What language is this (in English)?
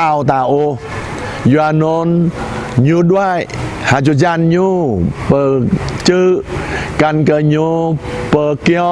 Jarai